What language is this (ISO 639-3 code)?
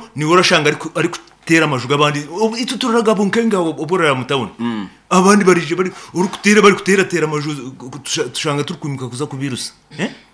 nyn